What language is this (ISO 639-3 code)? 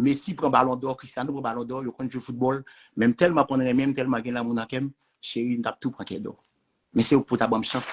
hat